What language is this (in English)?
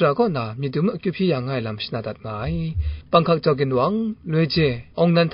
Kachin